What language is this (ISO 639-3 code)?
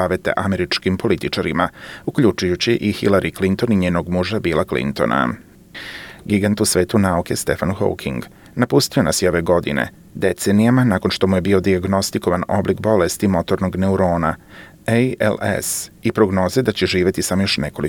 hrv